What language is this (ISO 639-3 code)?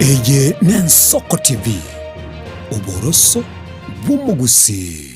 guz